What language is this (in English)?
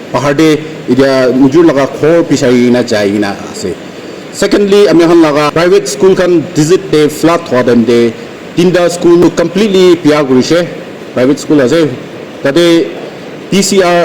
Naga Pidgin